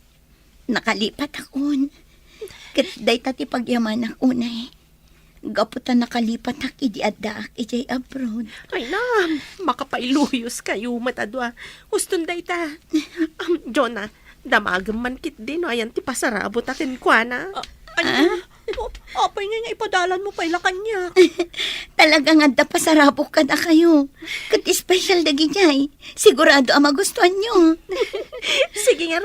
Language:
Iloko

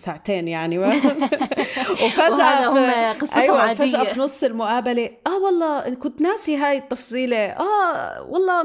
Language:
North Levantine Arabic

